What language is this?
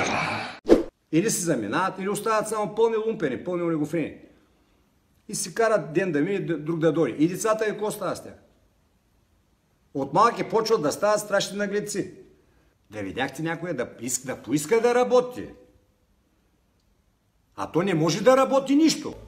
Bulgarian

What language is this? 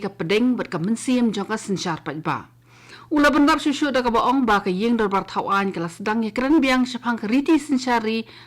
Khasi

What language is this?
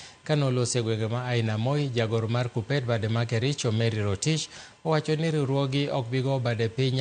Luo (Kenya and Tanzania)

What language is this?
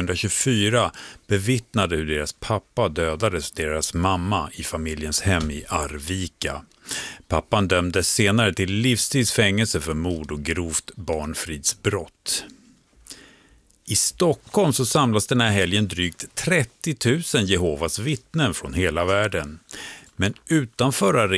Swedish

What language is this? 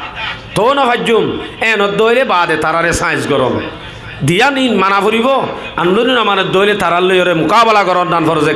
Rohingya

